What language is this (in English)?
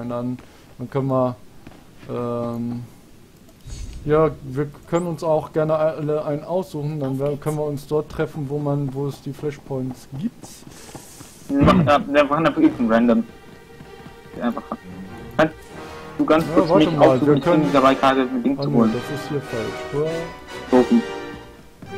German